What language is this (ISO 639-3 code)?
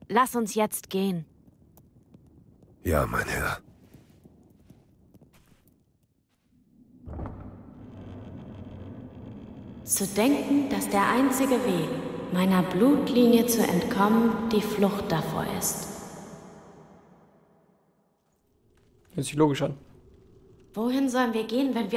deu